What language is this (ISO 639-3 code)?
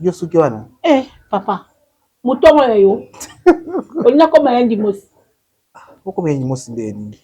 lin